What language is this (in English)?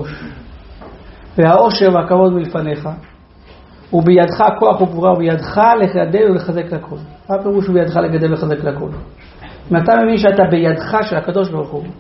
Hebrew